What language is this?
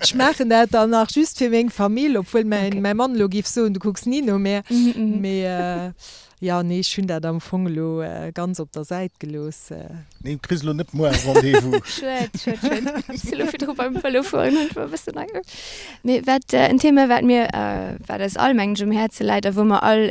Luxembourgish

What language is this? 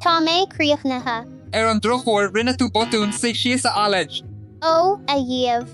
Irish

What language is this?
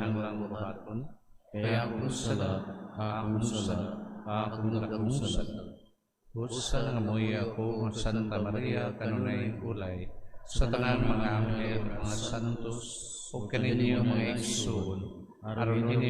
Cebuano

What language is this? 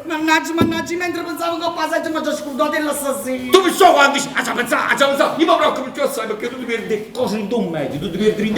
Neapolitan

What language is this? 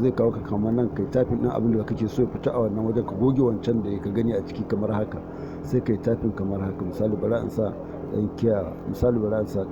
Hausa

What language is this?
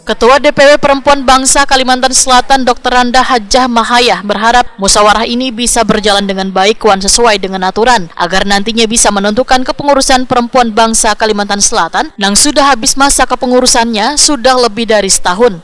Banjar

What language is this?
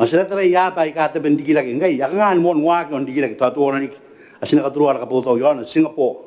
Gilbertese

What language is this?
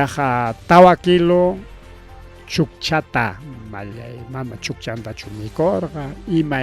Ayacucho Quechua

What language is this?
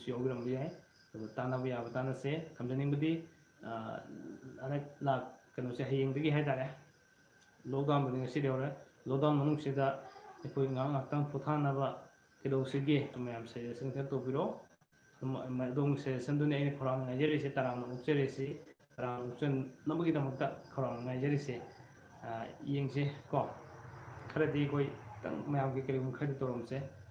Manipuri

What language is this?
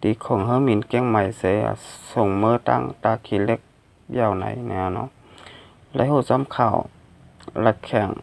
Shan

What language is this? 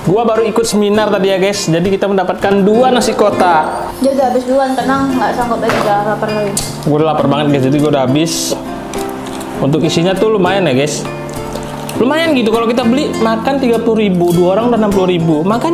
Indonesian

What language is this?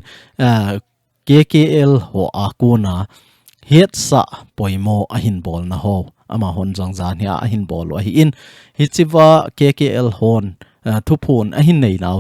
Thado Chin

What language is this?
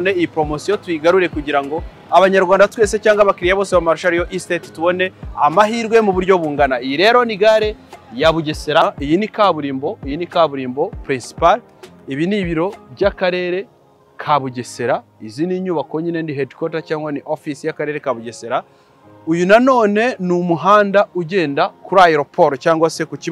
Kinyarwanda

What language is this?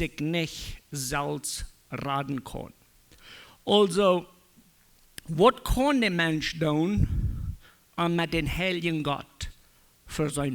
Plautdietsch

